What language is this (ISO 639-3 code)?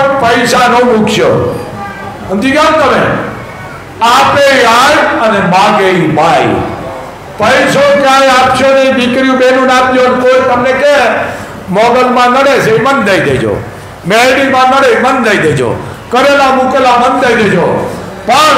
guj